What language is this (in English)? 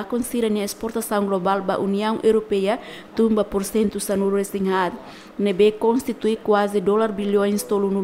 Tetum